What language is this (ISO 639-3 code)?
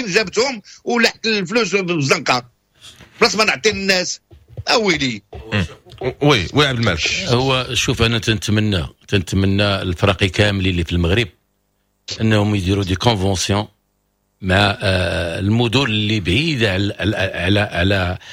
ary